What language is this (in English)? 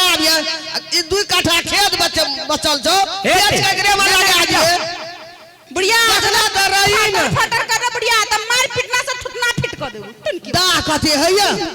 Maithili